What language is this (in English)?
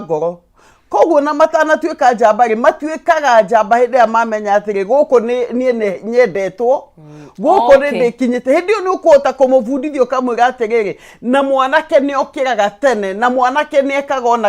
Kikuyu